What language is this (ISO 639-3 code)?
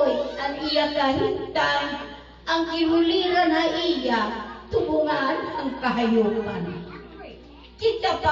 war